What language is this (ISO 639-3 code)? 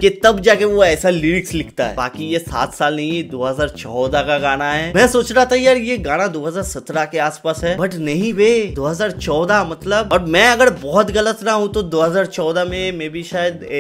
hin